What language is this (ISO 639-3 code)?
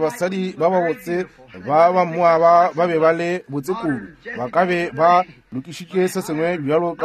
nso